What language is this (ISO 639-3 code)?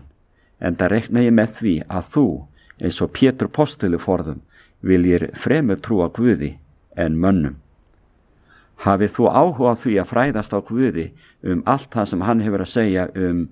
isl